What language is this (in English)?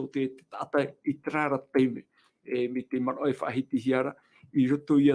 Tahitian